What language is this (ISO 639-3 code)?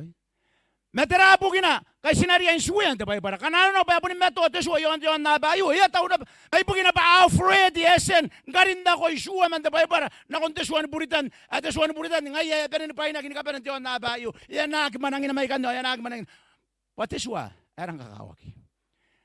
gil